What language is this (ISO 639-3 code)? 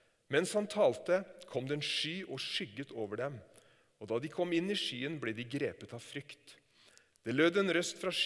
nor